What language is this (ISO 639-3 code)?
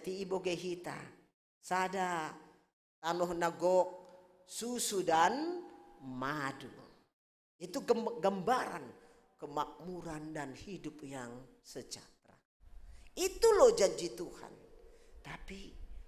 bts